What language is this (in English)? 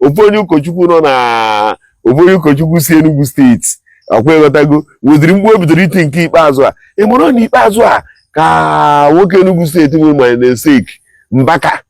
Igbo